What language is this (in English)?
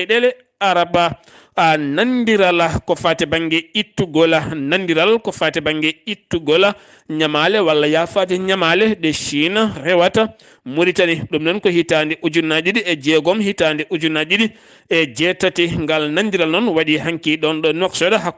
Fula